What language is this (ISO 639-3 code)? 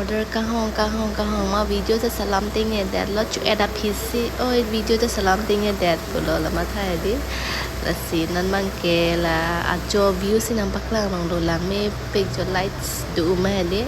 mjw